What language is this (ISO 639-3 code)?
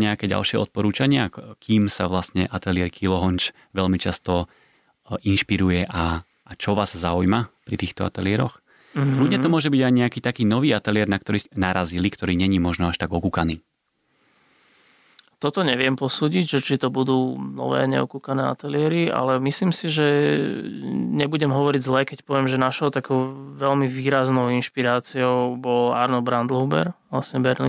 slk